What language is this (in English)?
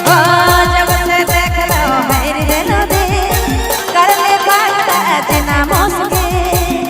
Sadri